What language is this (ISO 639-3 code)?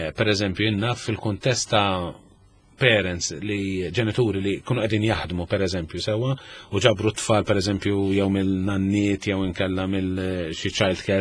mlt